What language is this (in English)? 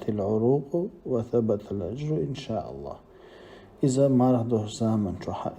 Chechen